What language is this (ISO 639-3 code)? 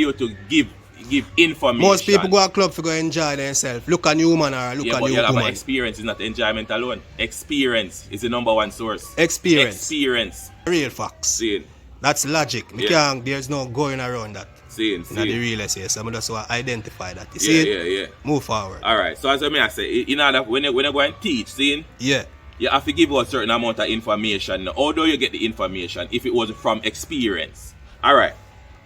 jam